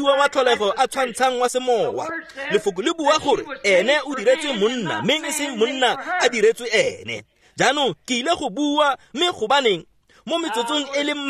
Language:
Tswana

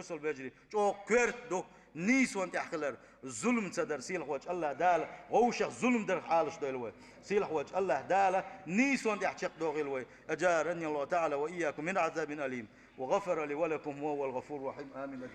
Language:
Chechen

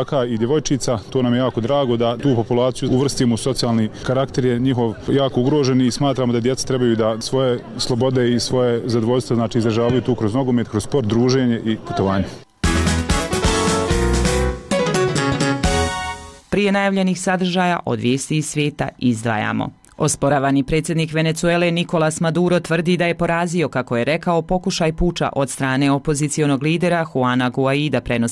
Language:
Bosnian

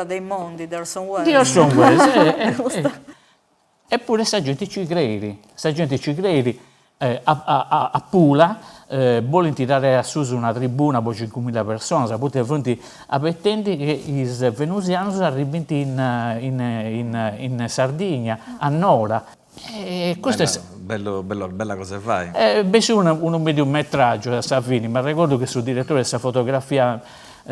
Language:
Sardinian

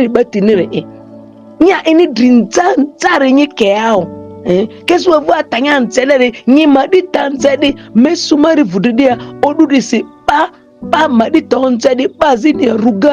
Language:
Ma'di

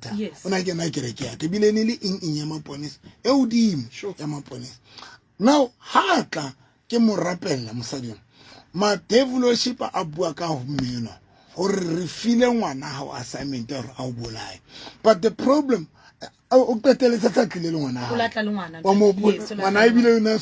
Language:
Southern Sotho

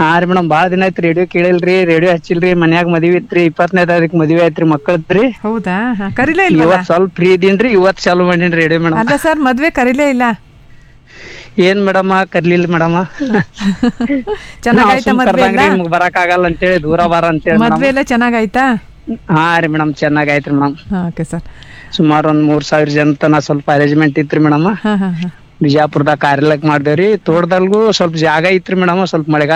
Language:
Kannada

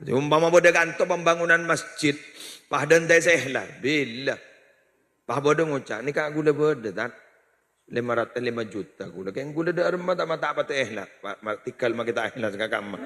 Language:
Madurese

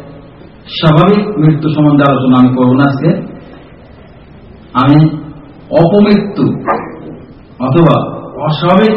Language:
Bangla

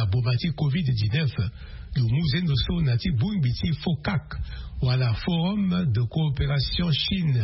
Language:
Sango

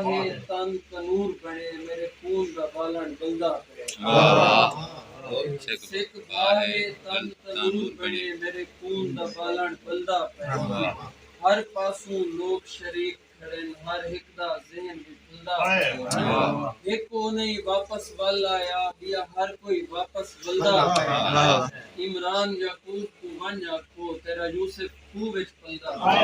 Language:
Saraiki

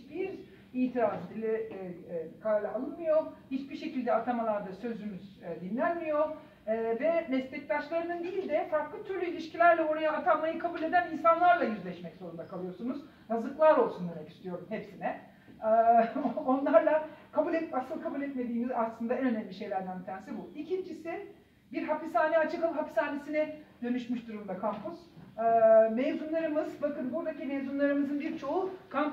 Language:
Turkish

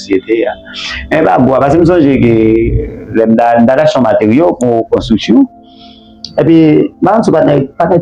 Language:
Haitian Creole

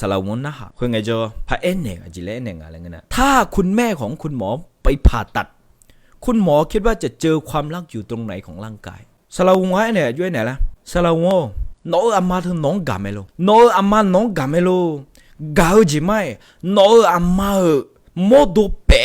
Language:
Akha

